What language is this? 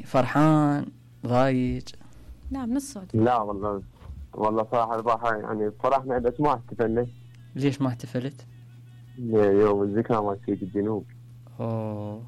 Mesopotamian Arabic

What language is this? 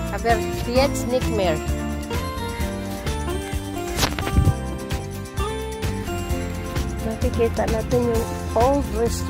Filipino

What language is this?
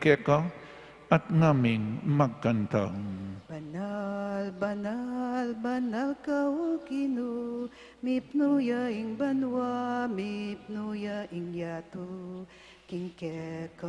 Pampanga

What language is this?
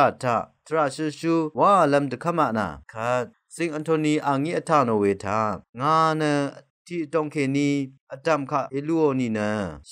Rawang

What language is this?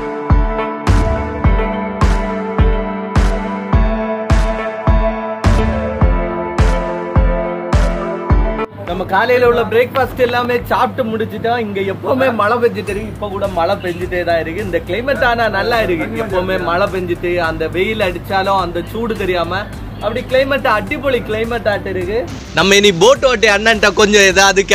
Tamil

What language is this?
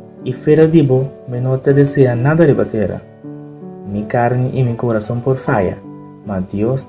Papiamento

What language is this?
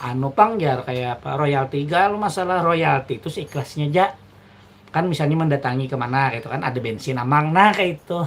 Banjar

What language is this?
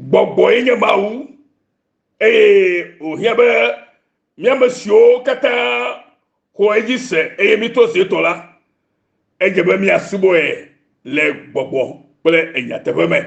Ewe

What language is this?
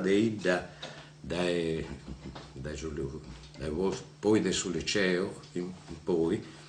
Sardinian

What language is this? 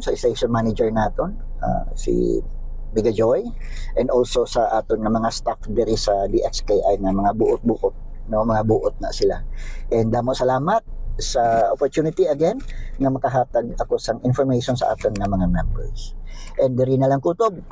Hiligaynon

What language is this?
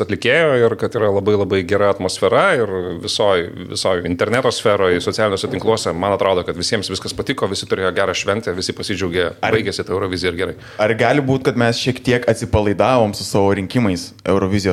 Lithuanian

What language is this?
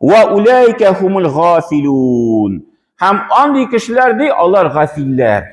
Tatar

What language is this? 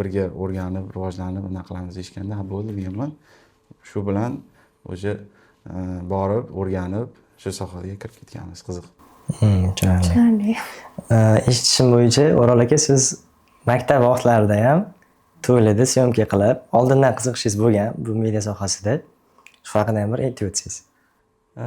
Uzbek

